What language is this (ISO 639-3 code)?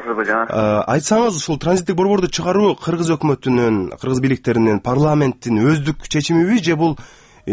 kir